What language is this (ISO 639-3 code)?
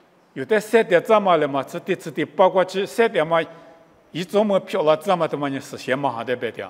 lis